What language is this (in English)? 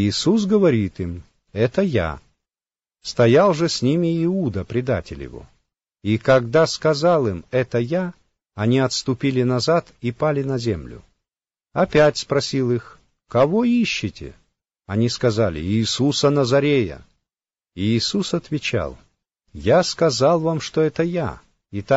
Russian